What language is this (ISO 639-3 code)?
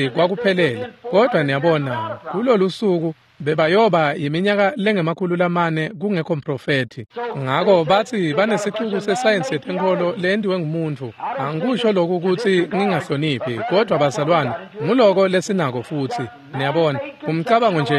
ssw